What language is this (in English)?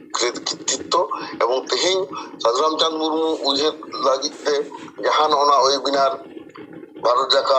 Santali